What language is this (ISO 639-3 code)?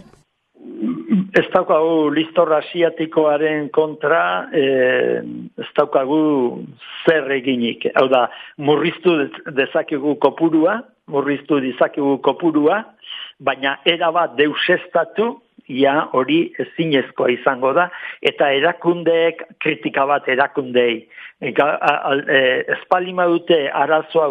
eus